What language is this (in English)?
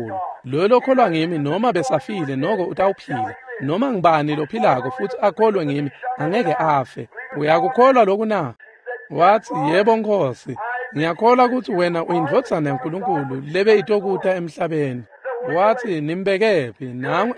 Swati